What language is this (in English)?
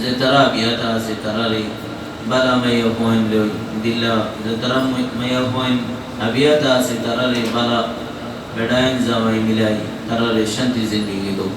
Rohingya